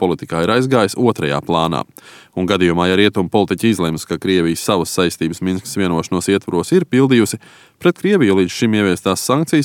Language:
Latvian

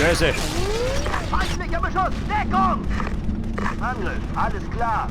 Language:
Bavarian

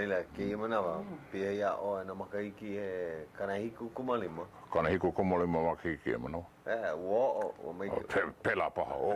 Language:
Hawaiian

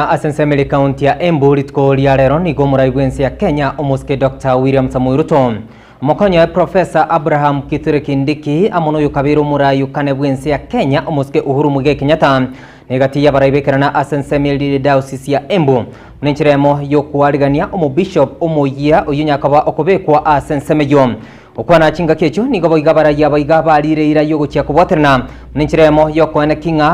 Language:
Gusii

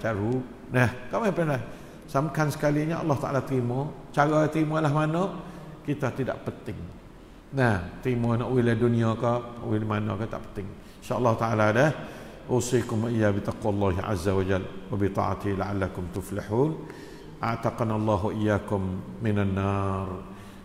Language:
Malay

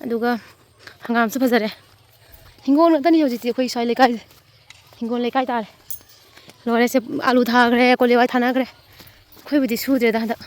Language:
Manipuri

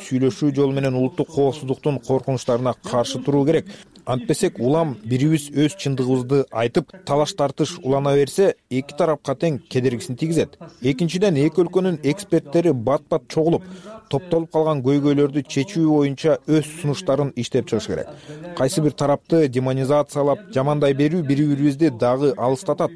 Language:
Kyrgyz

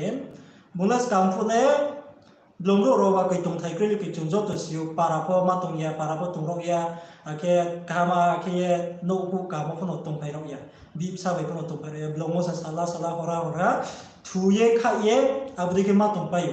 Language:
Riang (India)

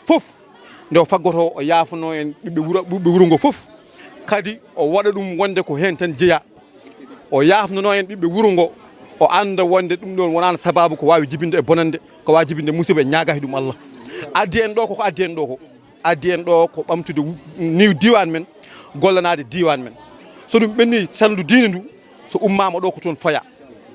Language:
Fula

